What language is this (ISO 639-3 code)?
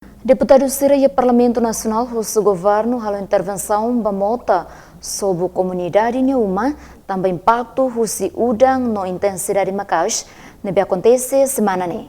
tet